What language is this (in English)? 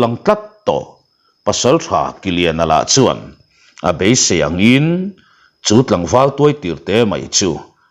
Mizo